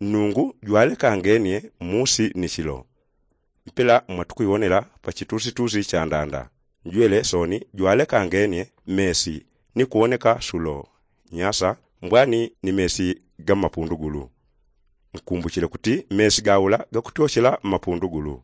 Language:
Yao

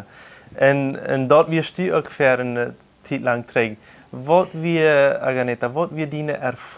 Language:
Plautdietsch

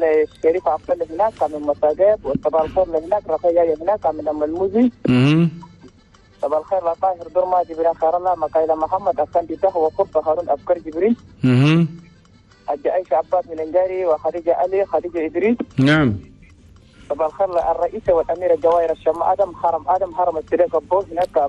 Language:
Chadian Arabic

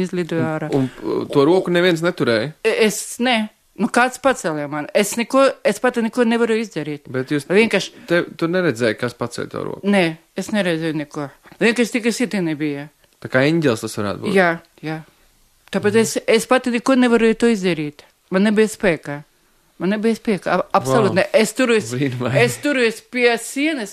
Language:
Latvian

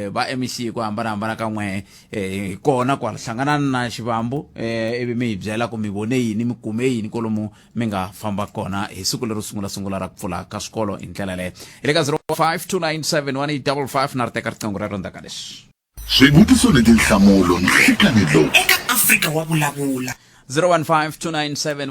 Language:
Tsonga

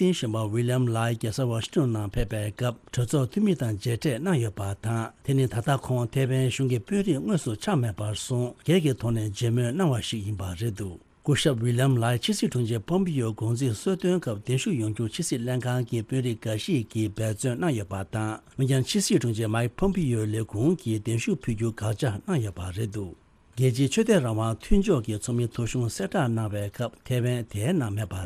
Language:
Tibetan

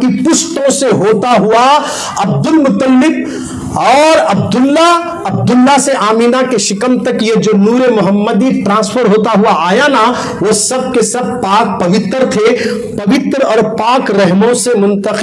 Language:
Urdu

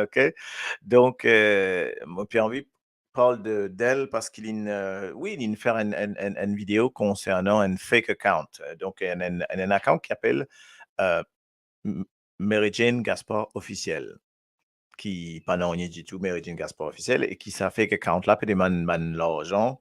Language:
Morisyen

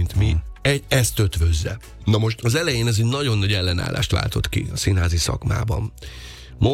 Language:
Hungarian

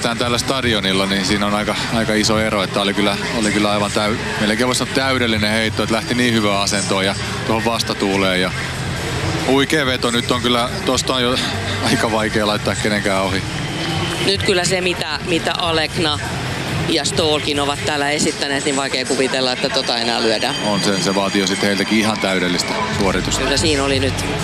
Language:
Finnish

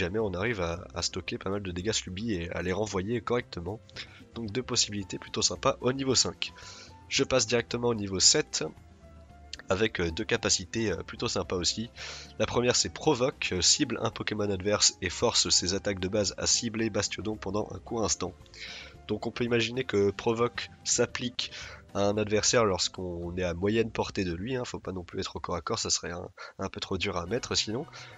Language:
French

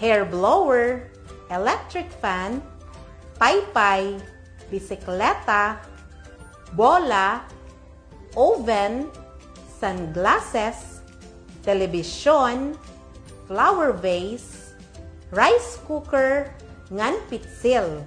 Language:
Waray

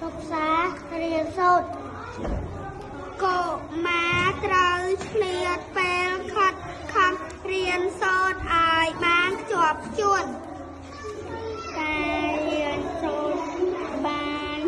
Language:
Khmer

